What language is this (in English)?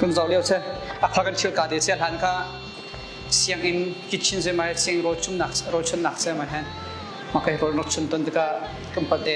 Hakha Chin